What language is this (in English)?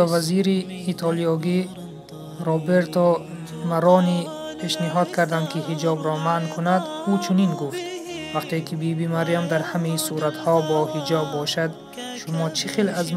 Tajik